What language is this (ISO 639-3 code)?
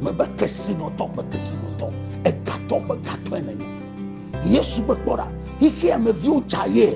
ewe